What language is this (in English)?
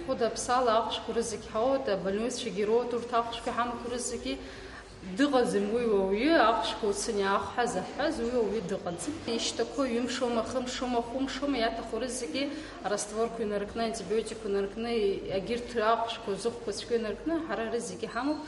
Abkhazian